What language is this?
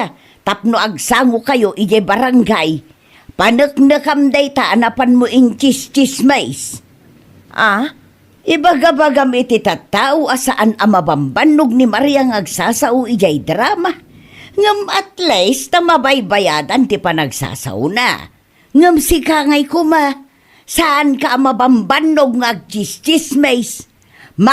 Iloko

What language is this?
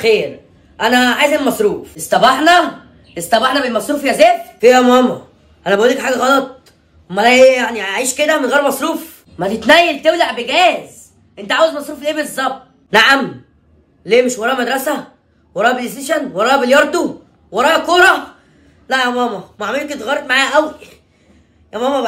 Egyptian Arabic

